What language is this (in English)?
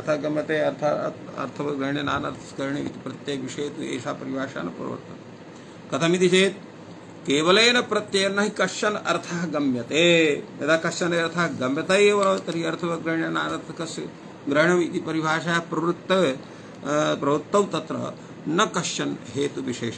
Sanskrit